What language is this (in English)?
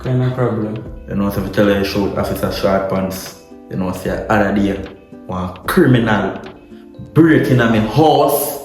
Jamaican Creole English